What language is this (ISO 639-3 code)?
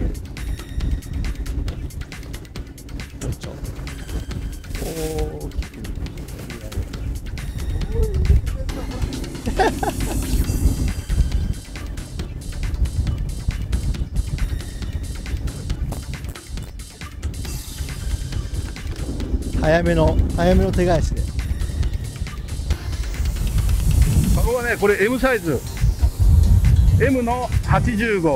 jpn